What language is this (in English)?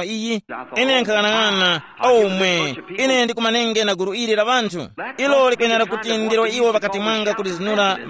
Tumbuka